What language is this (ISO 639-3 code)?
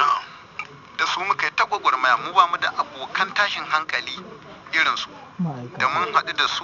hau